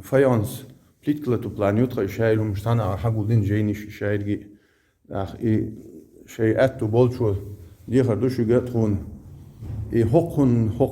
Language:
Chechen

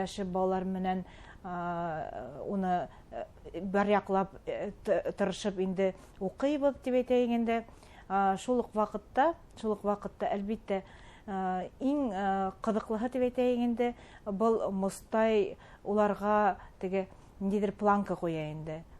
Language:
Bashkir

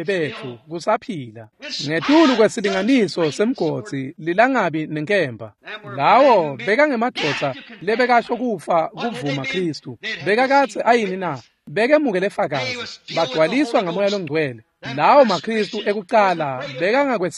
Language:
Swati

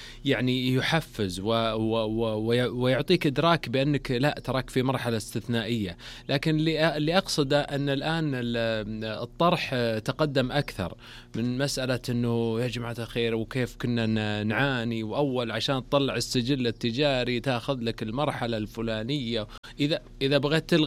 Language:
Najdi Arabic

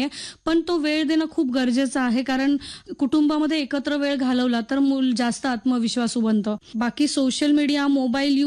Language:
Marathi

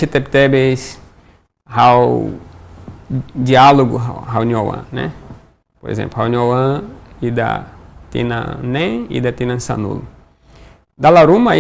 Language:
Tetum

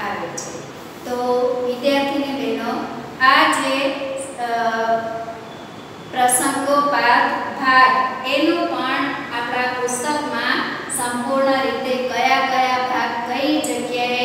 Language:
Gujarati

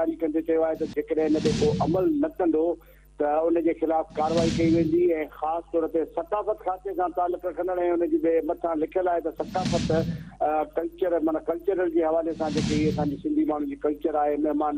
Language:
Sindhi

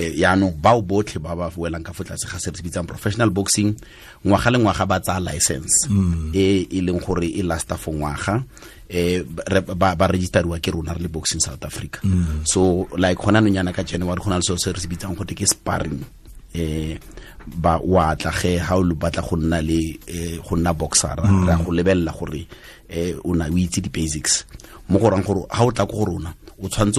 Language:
Tswana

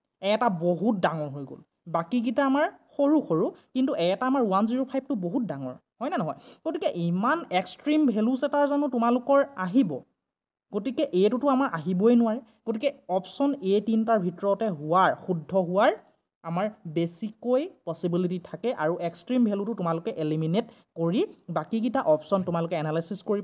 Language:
Assamese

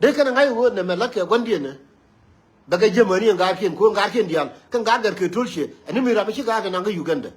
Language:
Nuer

